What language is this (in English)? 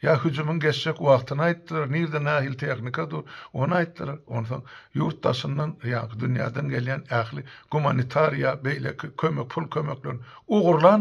Turkmen